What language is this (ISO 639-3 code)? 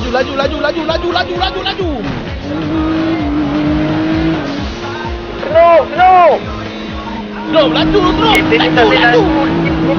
msa